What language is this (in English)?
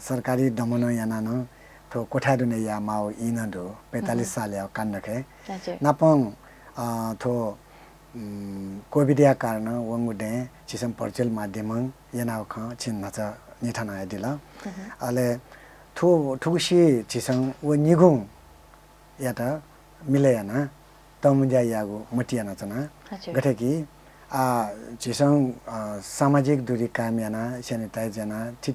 Newari